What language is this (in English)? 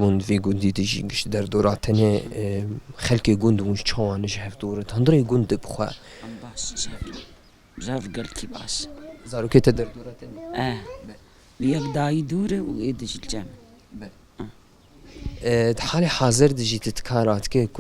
Kurdish